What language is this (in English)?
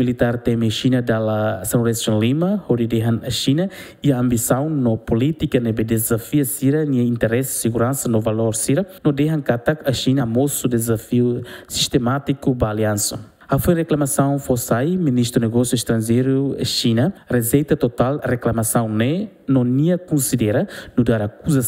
Tetum